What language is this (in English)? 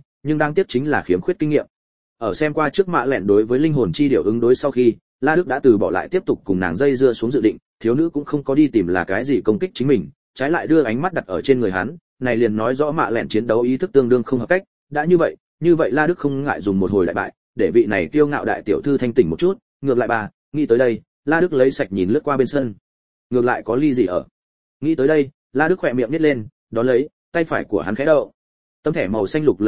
Vietnamese